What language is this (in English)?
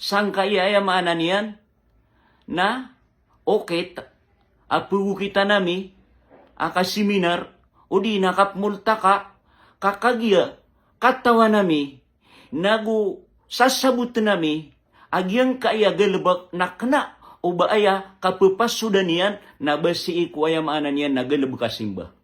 Maranao